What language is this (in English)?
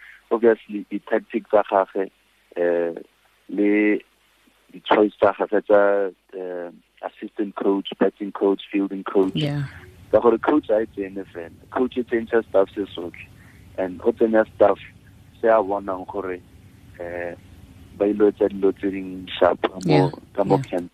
Tswana